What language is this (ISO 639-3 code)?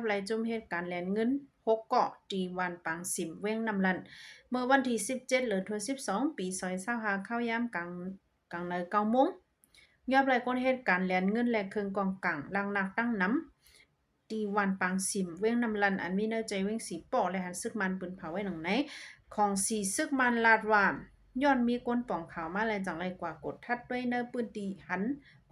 shn